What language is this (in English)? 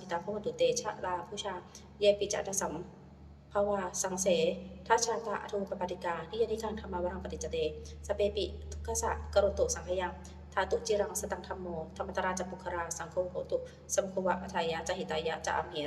Pali